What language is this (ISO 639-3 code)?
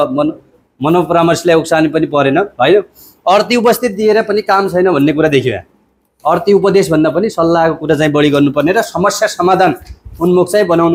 nep